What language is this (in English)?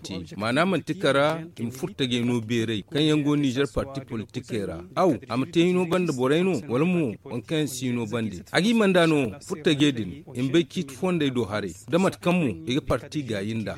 Zarma